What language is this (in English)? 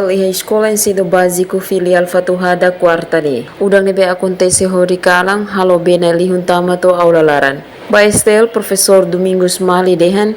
Tetum